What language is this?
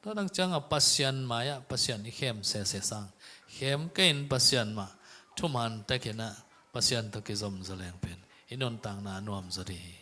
Tedim Chin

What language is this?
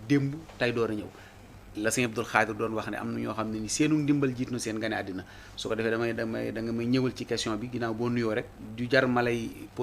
Wolof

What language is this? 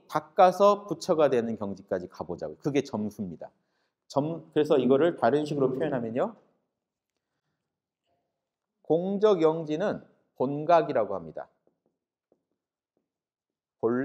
Korean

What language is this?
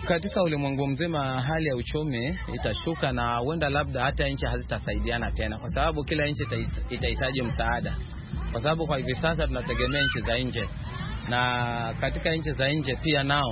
Swahili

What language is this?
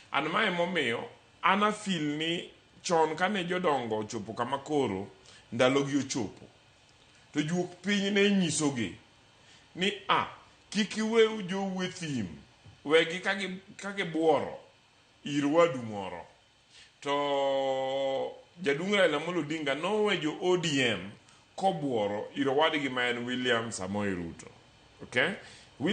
Luo (Kenya and Tanzania)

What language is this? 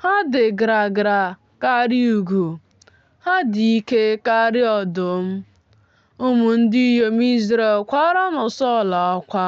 Igbo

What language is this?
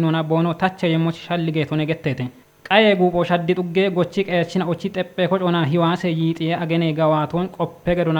Kafa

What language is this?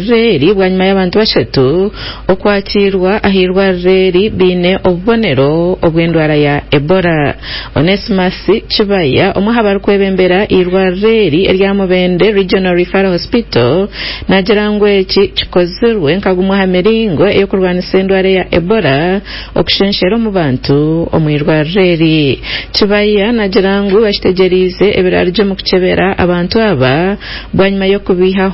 Nyankole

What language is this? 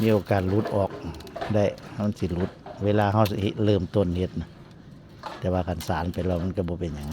Northeastern Thai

